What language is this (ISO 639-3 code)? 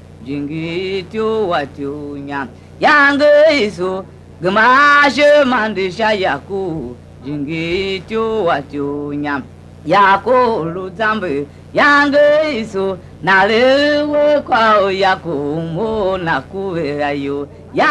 tiv